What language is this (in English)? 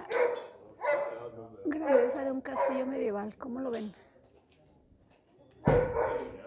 Spanish